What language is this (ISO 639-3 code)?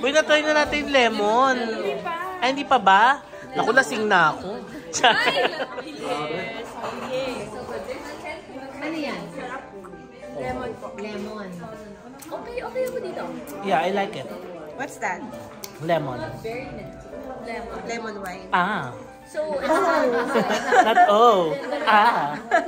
fil